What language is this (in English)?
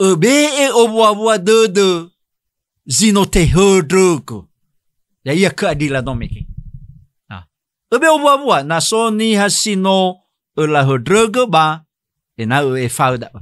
Nias